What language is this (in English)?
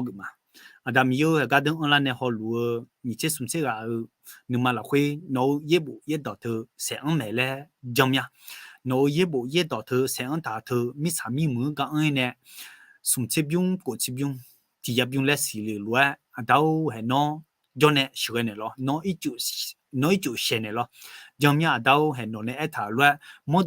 Akha